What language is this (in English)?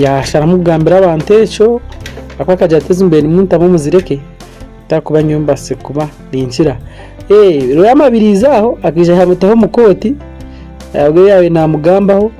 Nyankole